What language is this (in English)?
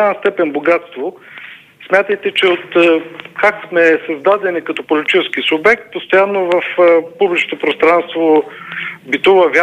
Bulgarian